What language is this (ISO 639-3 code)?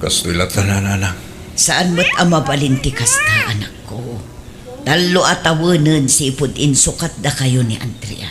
ilo